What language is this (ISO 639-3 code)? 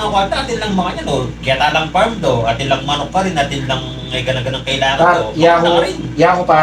pam